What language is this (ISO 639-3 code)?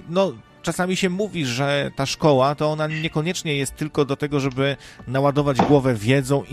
pol